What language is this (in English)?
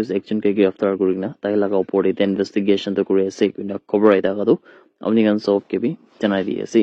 Naga Pidgin